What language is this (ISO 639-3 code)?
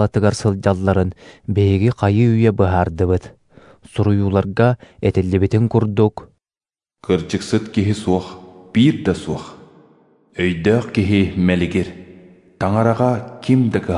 sah